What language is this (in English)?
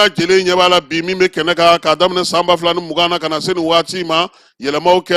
Bambara